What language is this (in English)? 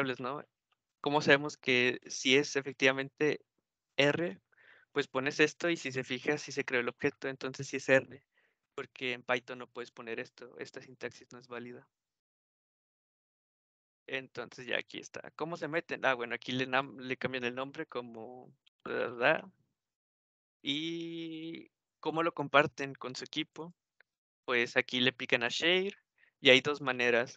Spanish